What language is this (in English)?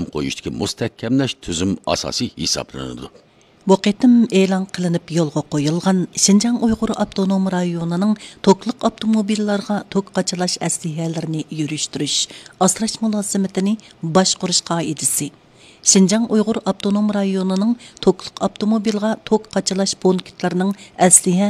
Uyghur